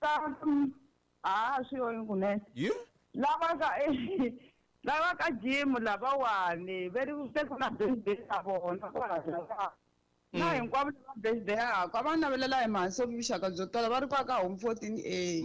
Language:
Tsonga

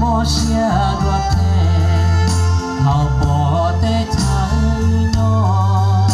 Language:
Hmong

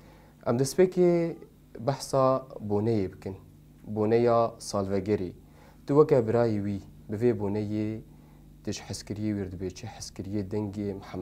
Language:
Kurdish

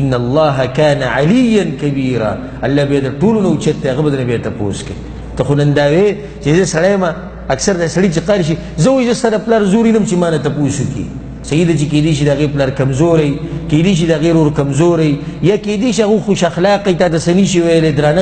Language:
Pashto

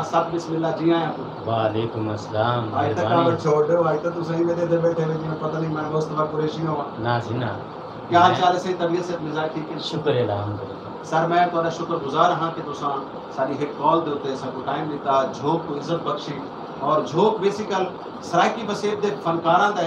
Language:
Saraiki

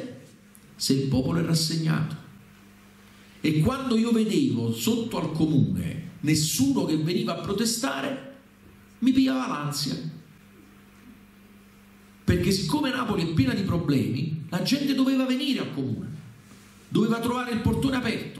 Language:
Italian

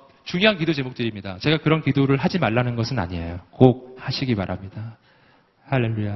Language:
Korean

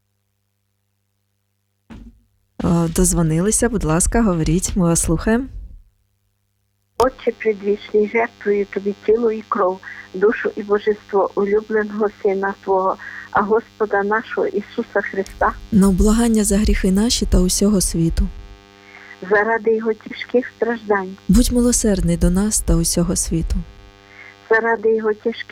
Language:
Ukrainian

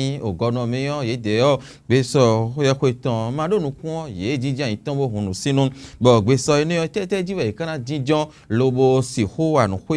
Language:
Fon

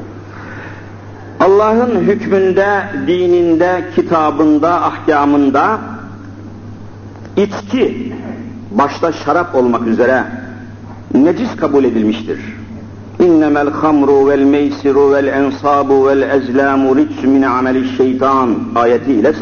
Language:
Turkish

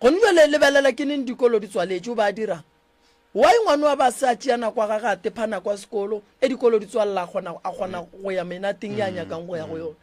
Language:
Northern Sotho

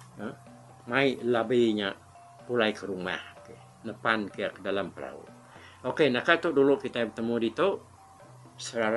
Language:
Iban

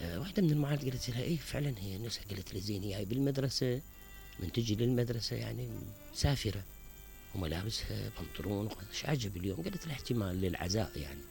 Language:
Mesopotamian Arabic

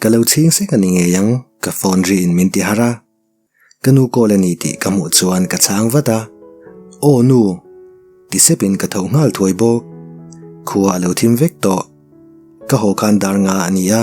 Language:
Mizo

